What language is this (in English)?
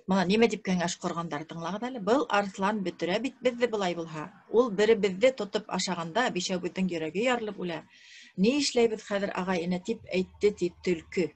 Bashkir